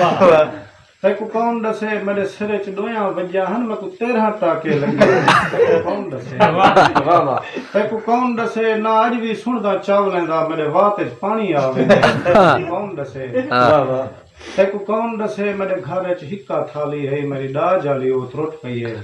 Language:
Saraiki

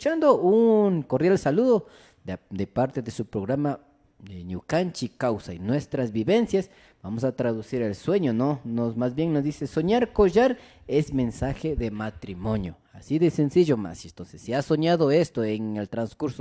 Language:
Imbabura Highland Quichua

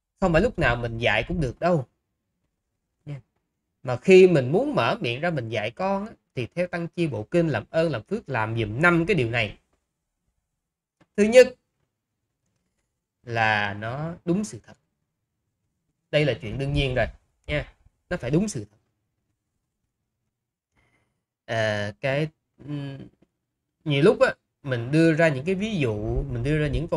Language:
Vietnamese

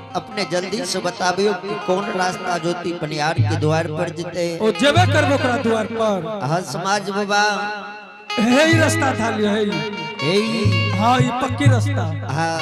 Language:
Angika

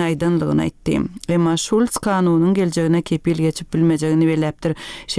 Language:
Turkmen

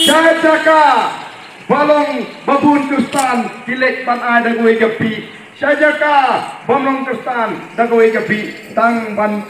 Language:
Khasi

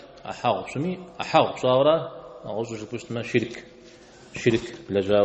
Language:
Kabardian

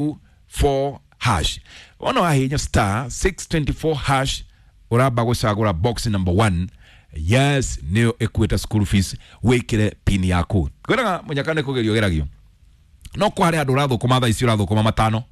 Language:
Kikuyu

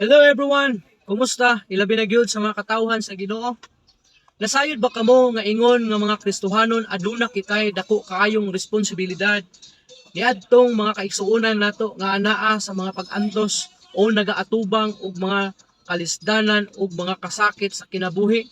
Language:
Cebuano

